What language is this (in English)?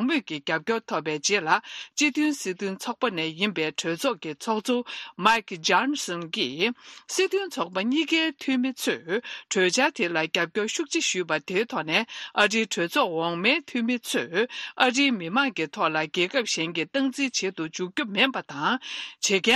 Tibetan